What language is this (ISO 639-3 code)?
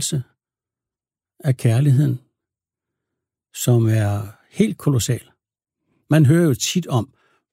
dan